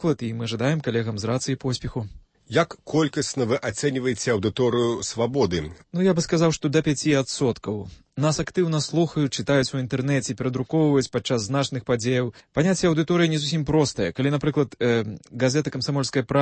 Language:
Belarusian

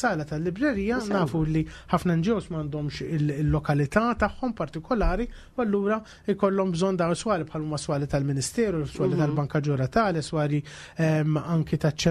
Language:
Maltese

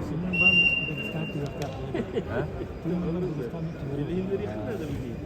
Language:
Yakut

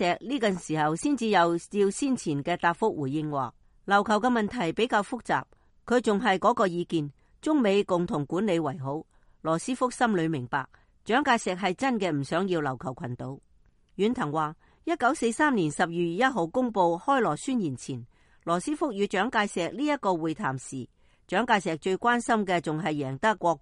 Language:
Cantonese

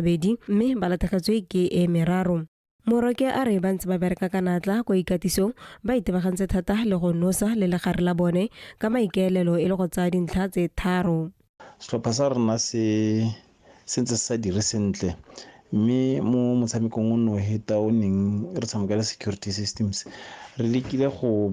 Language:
Tswana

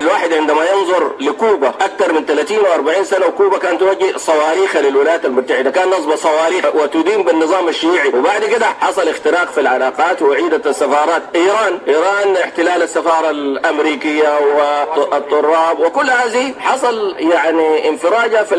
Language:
Sudanese Arabic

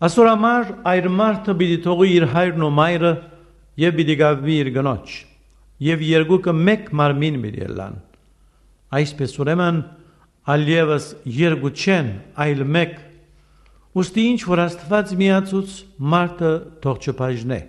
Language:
Western Armenian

